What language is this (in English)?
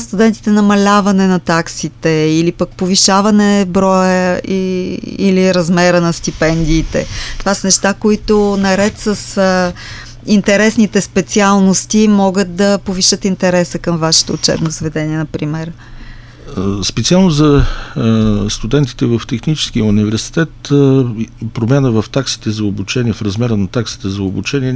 Bulgarian